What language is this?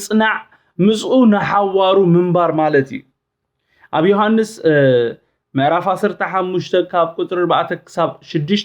Tigrinya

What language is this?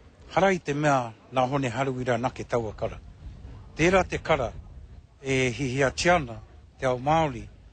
Māori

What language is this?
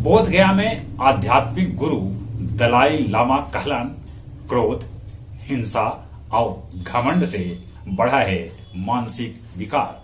Magahi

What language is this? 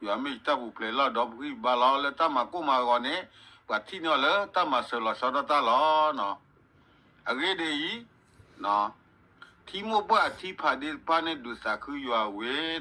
S'gaw Karen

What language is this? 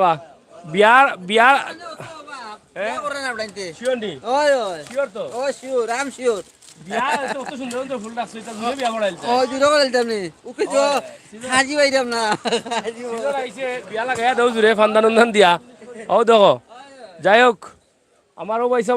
Sylheti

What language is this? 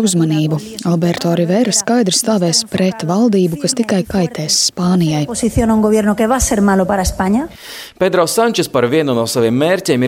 Latvian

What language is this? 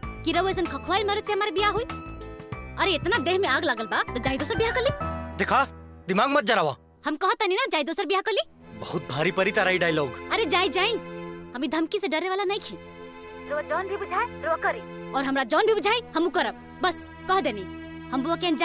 Bhojpuri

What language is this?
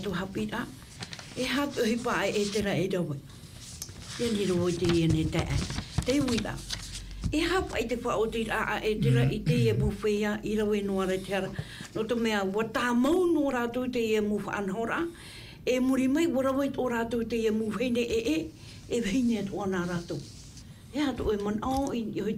Tahitian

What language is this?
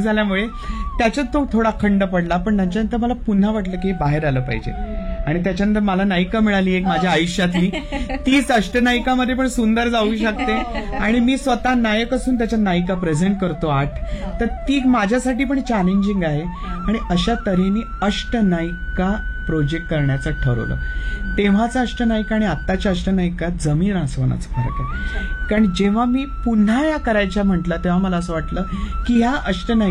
Marathi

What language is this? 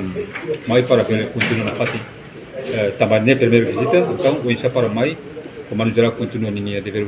Tetum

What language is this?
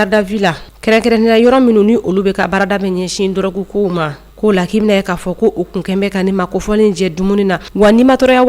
Bambara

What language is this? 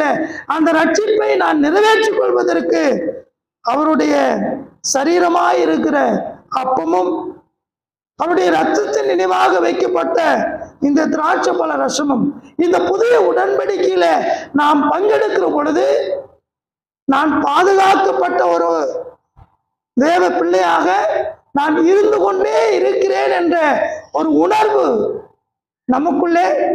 Tamil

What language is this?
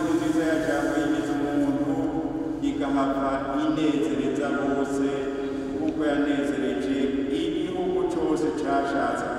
Rundi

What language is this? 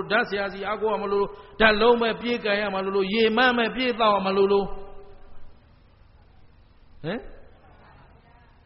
Burmese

